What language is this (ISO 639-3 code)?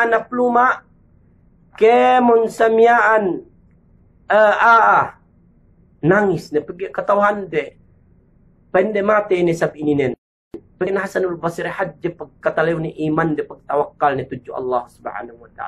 yka